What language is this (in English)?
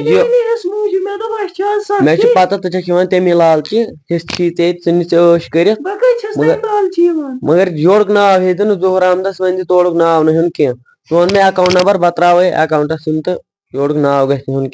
Kashmiri